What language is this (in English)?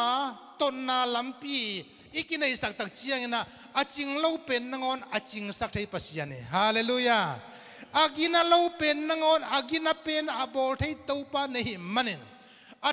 Tedim Chin